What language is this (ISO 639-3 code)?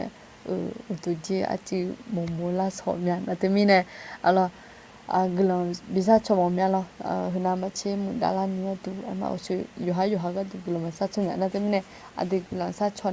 ahk